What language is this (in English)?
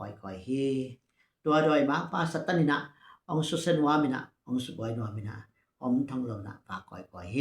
Tedim Chin